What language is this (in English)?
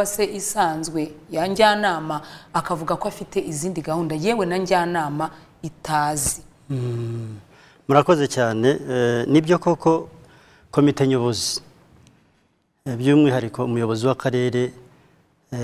Kinyarwanda